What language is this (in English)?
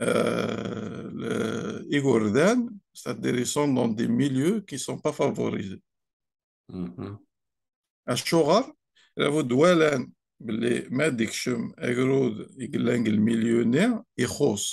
Kabyle